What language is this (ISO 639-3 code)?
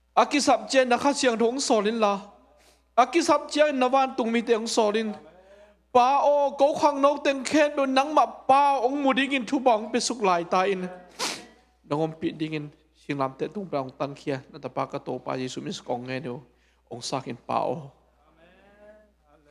ctd